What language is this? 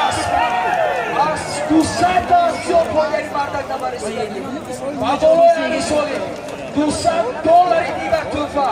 Tajik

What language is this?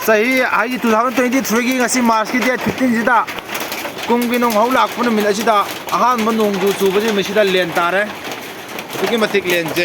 Manipuri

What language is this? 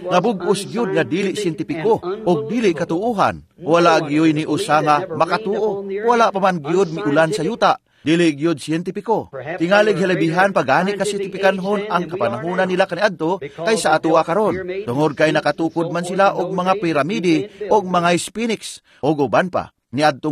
Cebuano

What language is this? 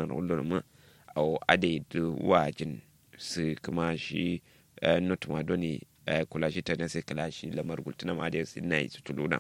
Kanuri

